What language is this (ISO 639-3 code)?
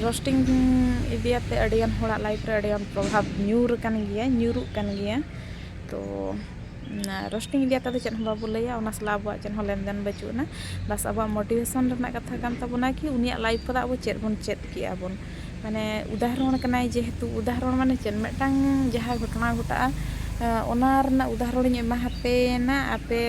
sat